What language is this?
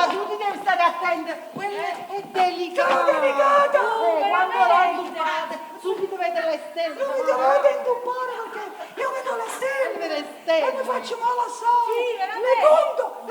Neapolitan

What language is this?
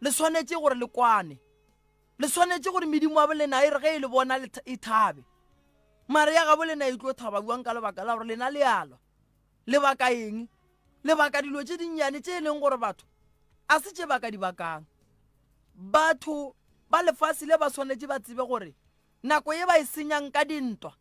Northern Sotho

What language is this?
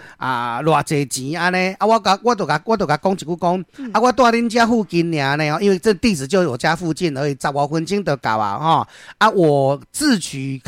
Min Nan Chinese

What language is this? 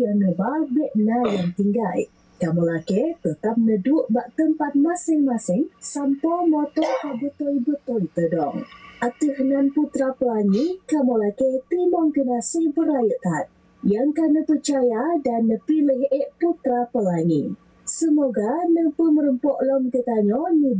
Achinese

